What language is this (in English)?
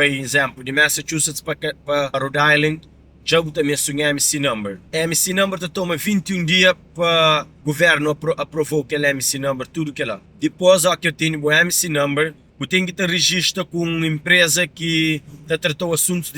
Kabuverdianu